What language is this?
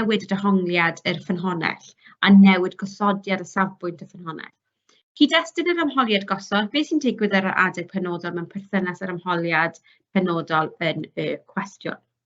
Welsh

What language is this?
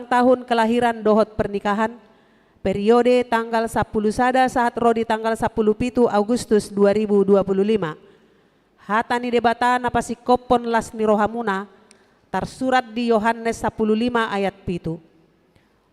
Batak Toba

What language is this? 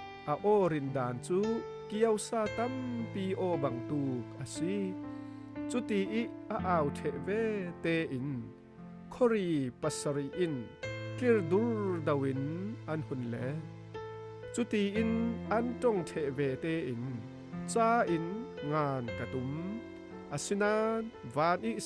Falam Chin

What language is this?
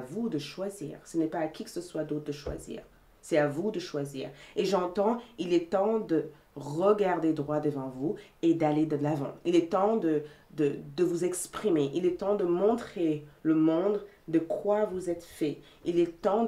French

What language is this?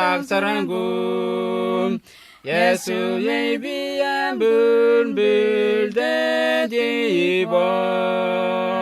Letemboi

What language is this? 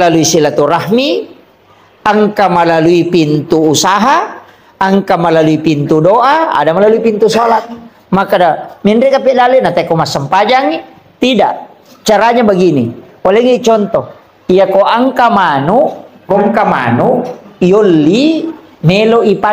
Buginese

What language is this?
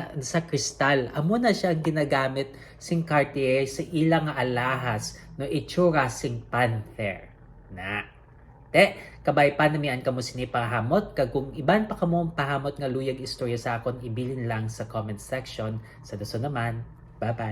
Hiligaynon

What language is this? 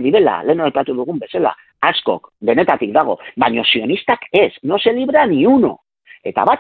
Basque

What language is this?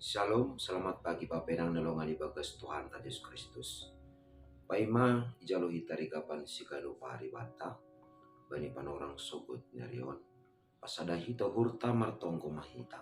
Batak Simalungun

